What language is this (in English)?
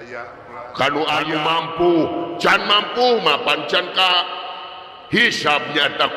Sundanese